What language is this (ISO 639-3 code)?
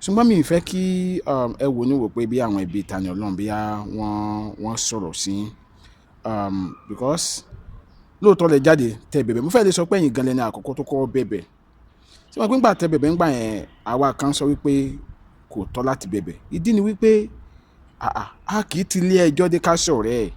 yor